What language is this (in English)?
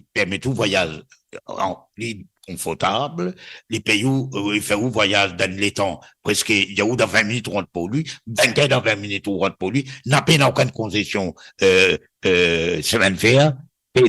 Morisyen